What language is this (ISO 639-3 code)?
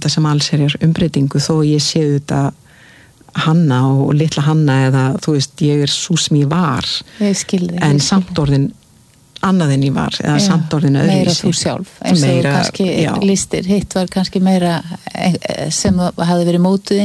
isl